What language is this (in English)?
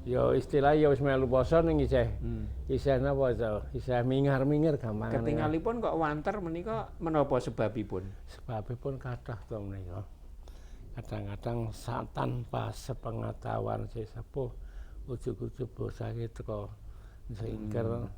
Javanese